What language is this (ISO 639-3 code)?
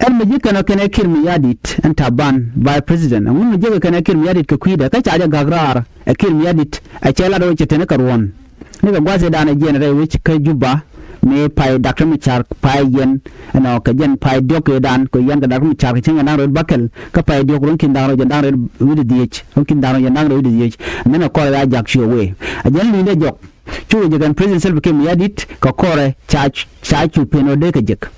nus